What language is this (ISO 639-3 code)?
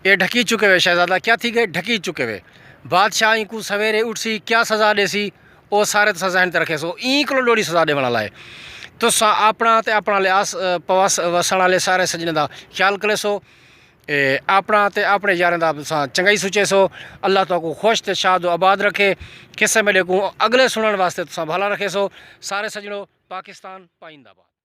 skr